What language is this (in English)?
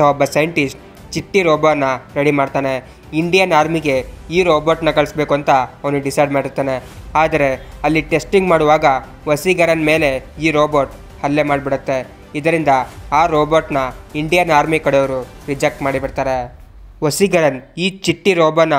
Kannada